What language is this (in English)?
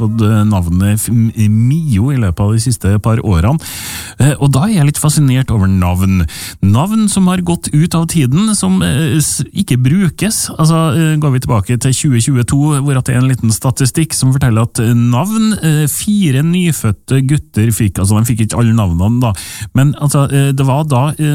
Norwegian